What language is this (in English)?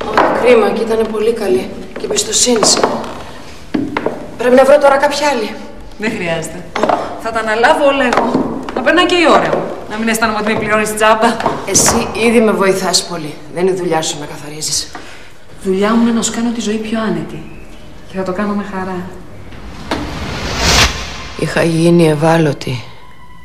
Greek